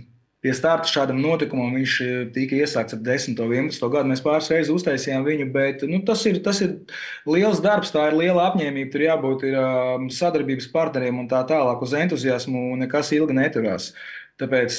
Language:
Latvian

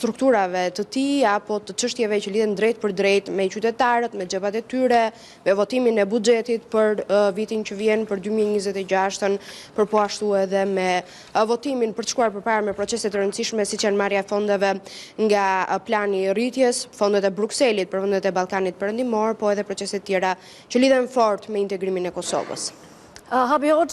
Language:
Albanian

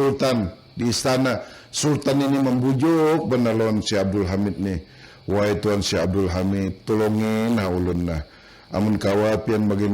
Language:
Banjar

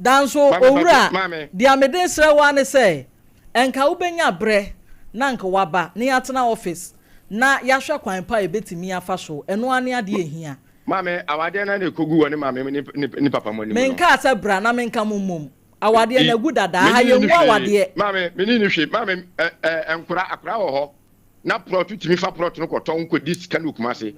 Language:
Akan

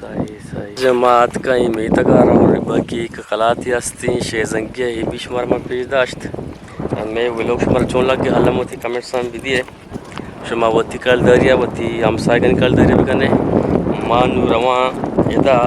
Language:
Eastern Balochi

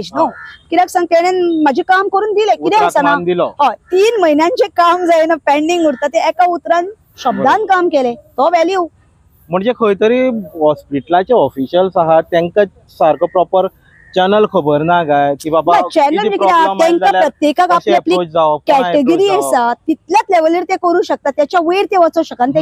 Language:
Konkani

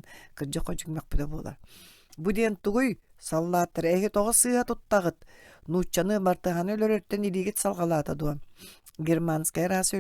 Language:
Yakut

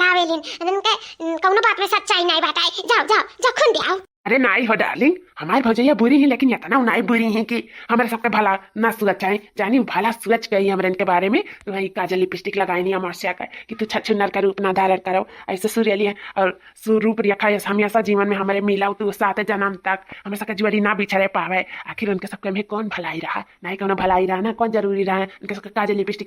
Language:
Awadhi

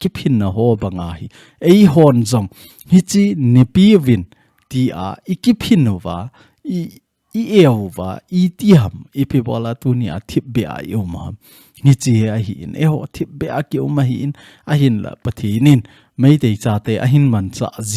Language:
Thado Chin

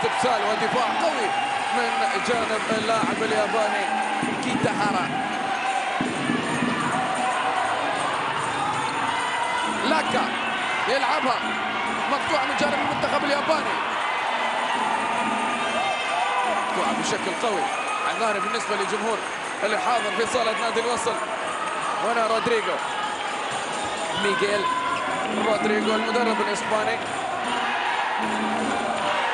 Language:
Arabic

